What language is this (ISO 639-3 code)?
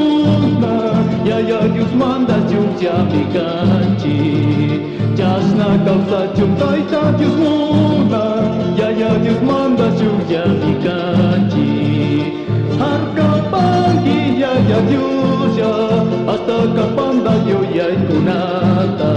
qug